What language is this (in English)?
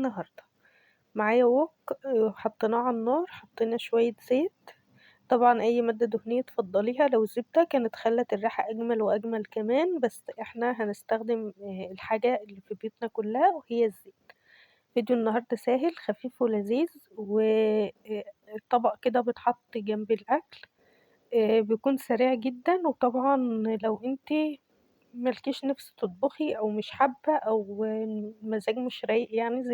Egyptian Arabic